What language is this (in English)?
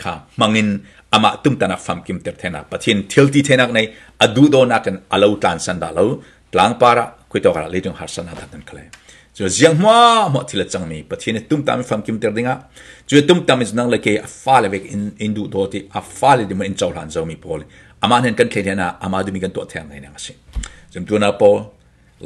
Falam Chin